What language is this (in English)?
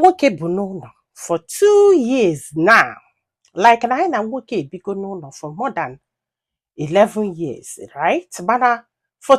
Igbo